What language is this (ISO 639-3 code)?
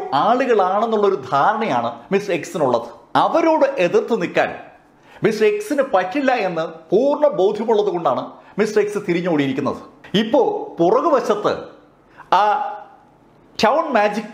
mal